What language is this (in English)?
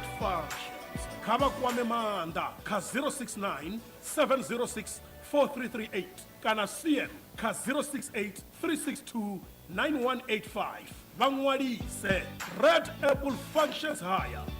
Venda